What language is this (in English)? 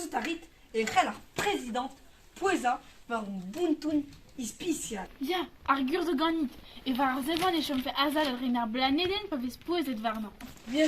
Breton